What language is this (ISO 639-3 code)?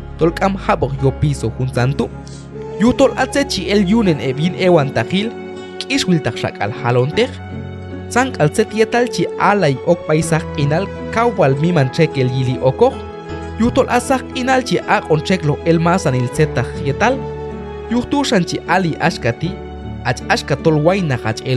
kjb